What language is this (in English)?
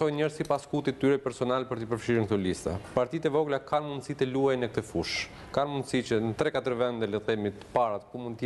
Albanian